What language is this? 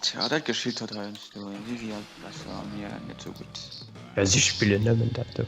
Luxembourgish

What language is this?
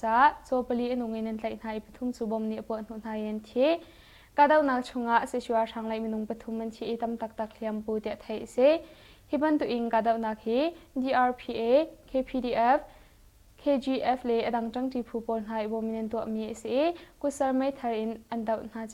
Hakha Chin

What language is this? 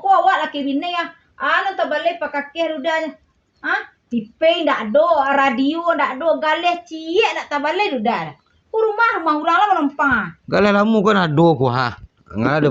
Minangkabau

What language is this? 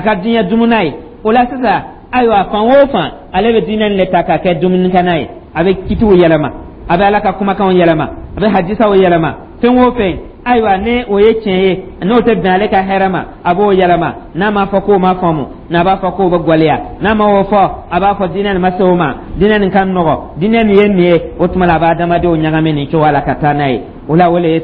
Dyula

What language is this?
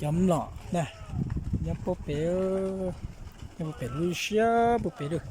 Hmong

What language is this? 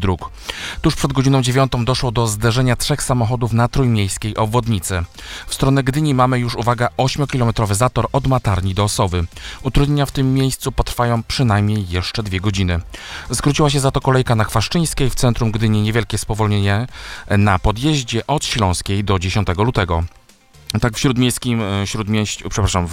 Polish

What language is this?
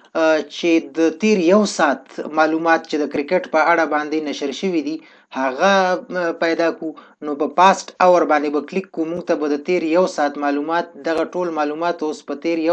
Pashto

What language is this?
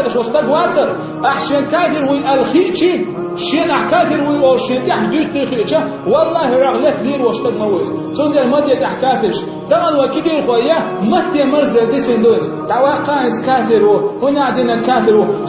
Chechen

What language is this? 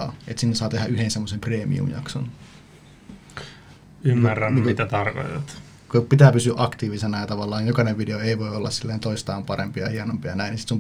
Finnish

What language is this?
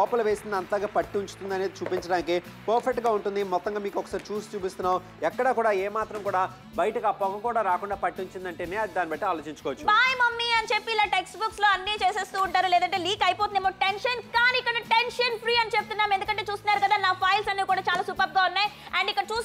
Telugu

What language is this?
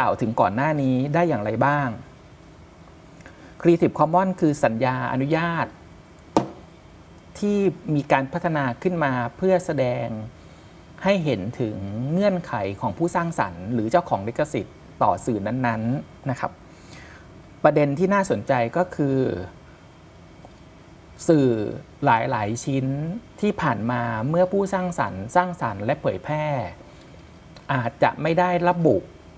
Thai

